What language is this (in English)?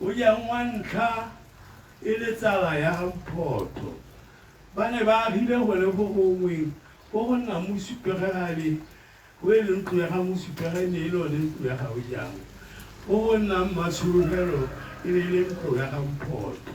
Tswana